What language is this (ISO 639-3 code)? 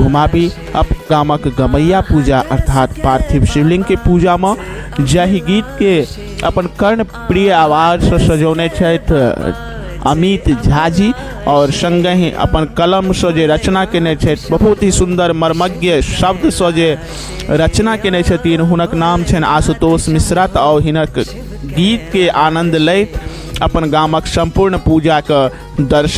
mai